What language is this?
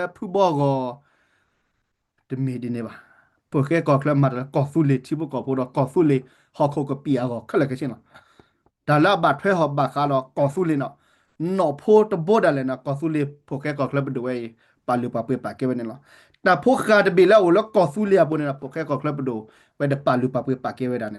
S'gaw Karen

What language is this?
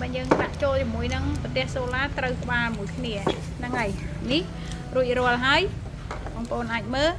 Khmer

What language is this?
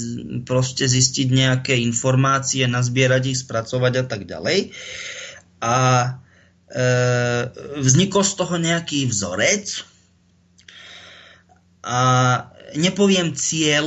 Slovak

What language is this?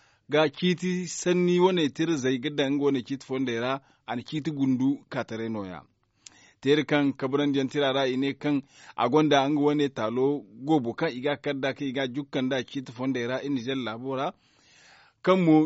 Zarma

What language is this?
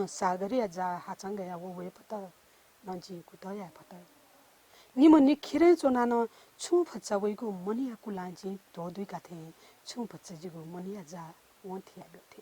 Newari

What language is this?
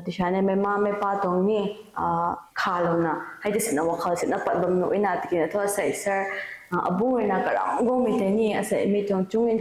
Rongmei Naga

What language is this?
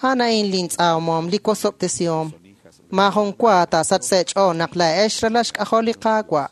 Kekchí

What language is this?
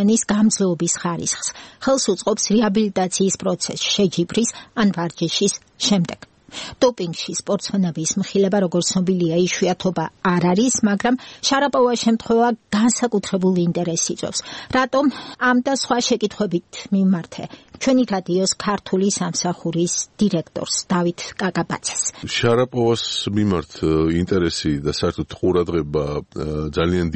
Georgian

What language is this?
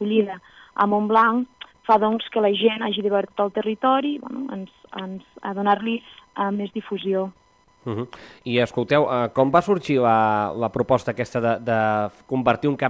Catalan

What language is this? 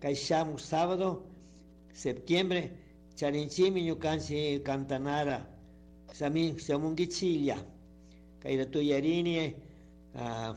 Chimborazo Highland Quichua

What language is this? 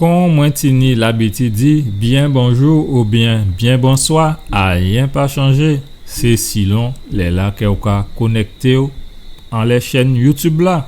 Guadeloupean Creole French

